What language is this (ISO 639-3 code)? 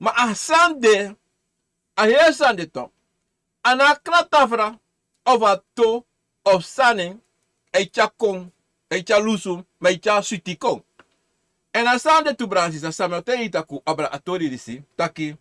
srn